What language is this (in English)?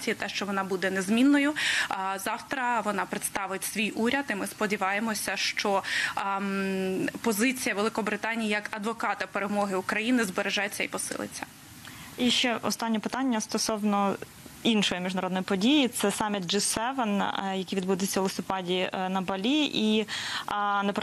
Ukrainian